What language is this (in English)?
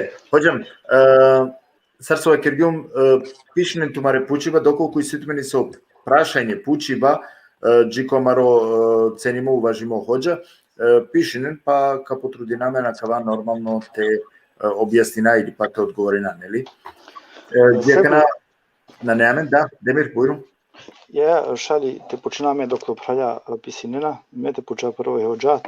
Balkan Romani